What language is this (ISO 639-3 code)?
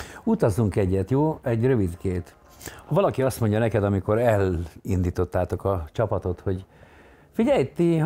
hun